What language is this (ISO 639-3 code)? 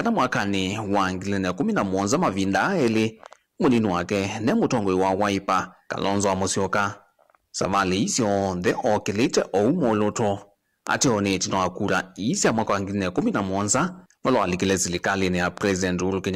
kam